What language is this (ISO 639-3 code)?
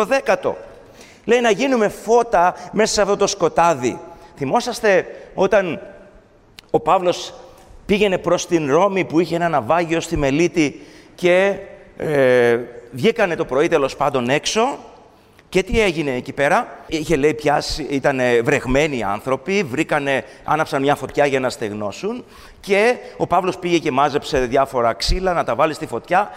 ell